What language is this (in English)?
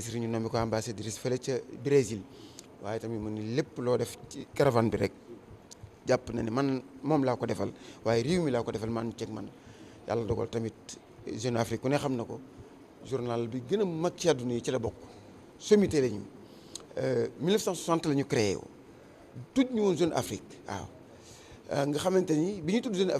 Wolof